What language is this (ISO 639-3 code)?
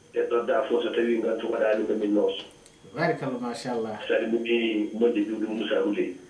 ful